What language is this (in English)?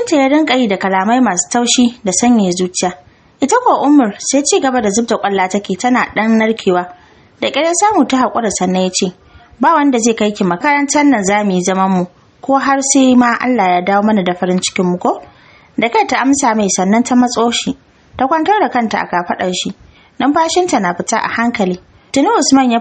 Hausa